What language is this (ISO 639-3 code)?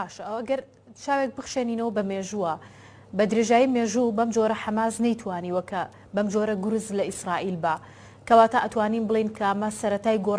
ckb